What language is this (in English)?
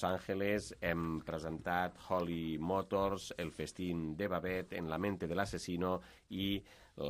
Catalan